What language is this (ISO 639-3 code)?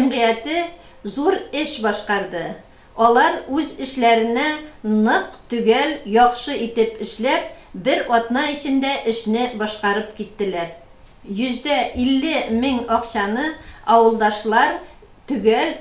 tat